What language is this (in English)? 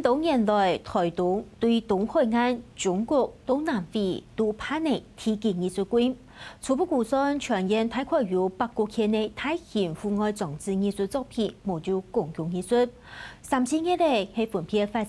Hakka Chinese